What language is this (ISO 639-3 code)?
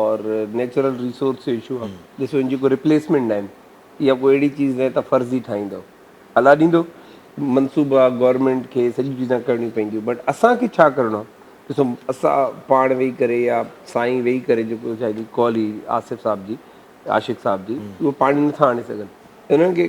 snd